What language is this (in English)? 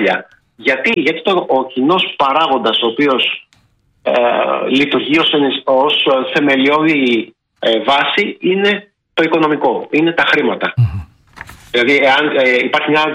Greek